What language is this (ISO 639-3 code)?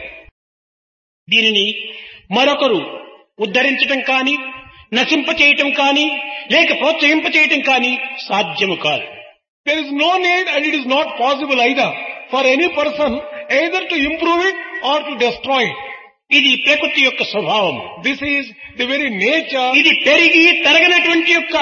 tel